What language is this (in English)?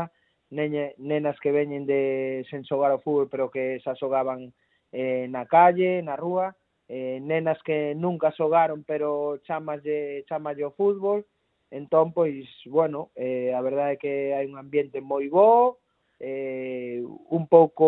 Galician